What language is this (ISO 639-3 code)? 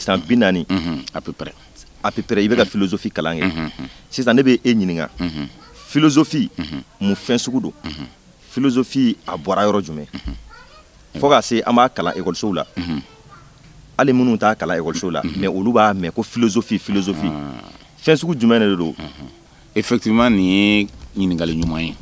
bam